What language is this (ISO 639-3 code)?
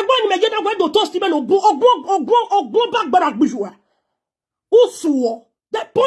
pcm